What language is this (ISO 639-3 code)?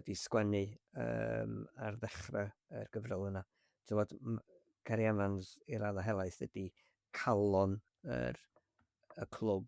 cym